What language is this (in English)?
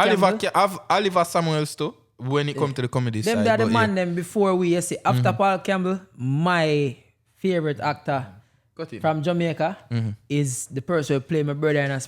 Jamaican Creole English